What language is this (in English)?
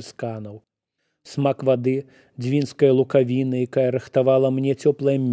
Belarusian